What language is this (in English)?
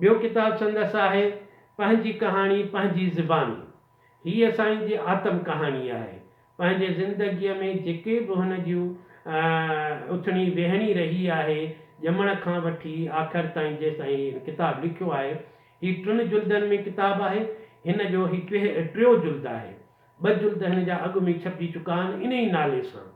Sindhi